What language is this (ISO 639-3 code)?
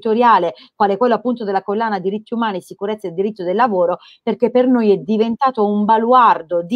ita